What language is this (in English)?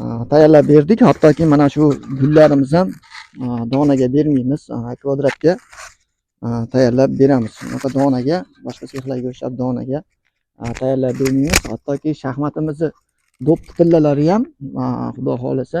Uzbek